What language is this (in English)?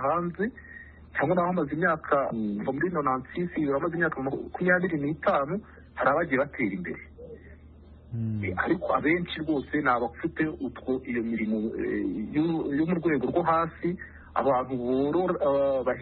Kinyarwanda